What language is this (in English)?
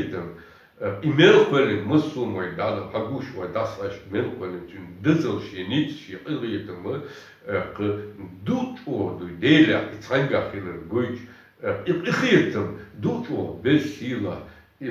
Chechen